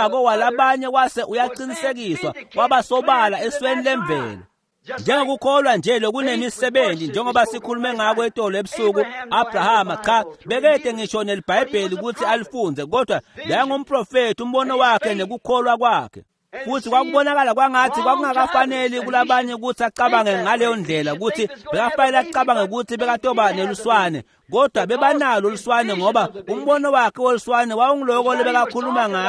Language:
Swati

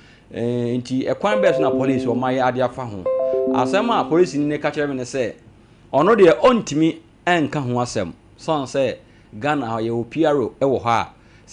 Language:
Akan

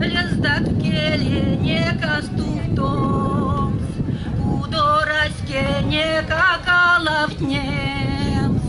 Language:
Erzya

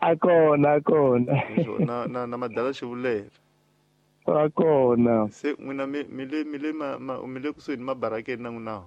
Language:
Tsonga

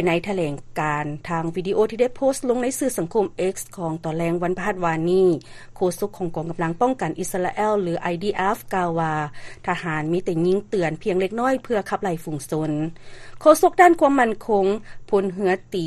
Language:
Lao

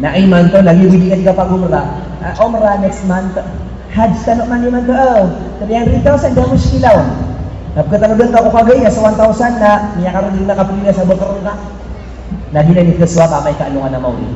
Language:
Maranao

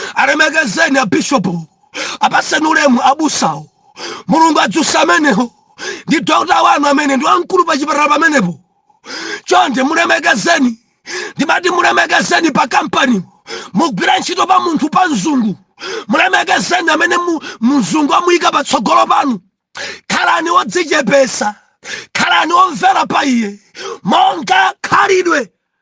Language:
Nyanja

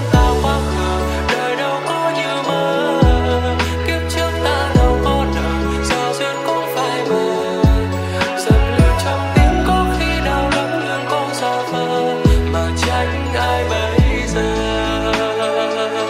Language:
Vietnamese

